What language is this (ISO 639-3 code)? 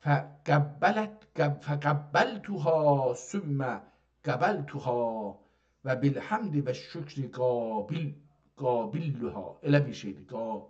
azb